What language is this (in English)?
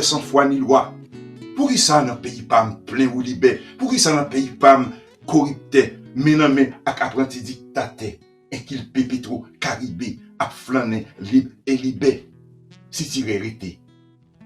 Haitian Creole